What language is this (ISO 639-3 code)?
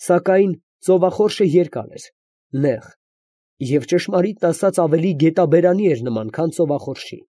hye